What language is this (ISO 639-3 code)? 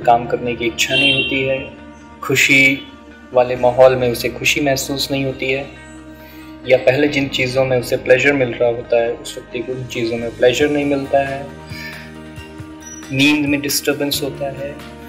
hin